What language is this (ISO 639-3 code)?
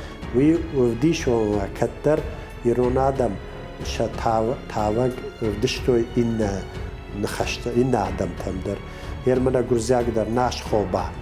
oss